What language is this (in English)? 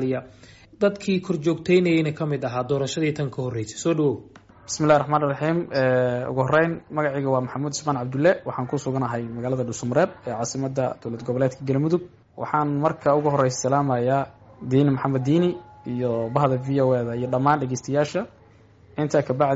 Somali